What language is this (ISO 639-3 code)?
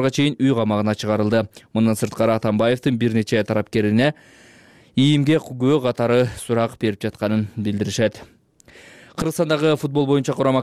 kir